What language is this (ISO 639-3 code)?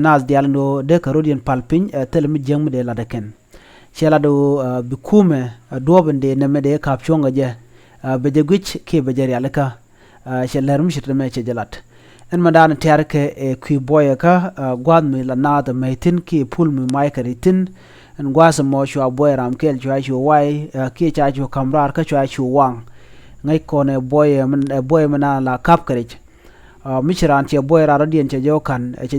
nus